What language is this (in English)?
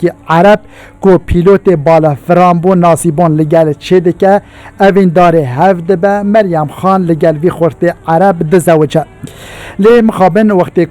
Kurdish